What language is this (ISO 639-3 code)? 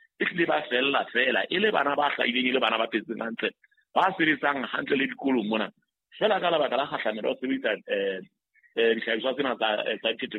sot